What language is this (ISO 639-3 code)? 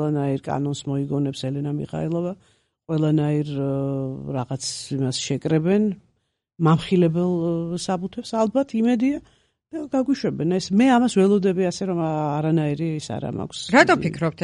kat